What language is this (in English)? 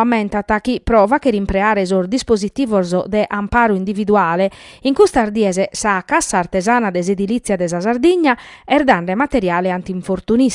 Sardinian